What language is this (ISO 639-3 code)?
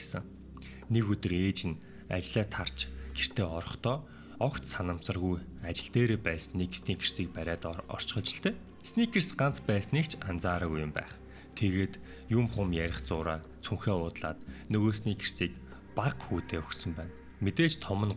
mon